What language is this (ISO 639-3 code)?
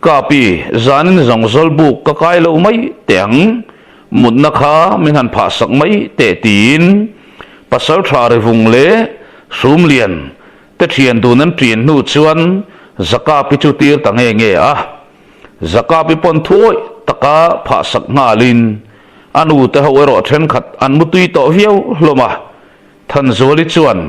lus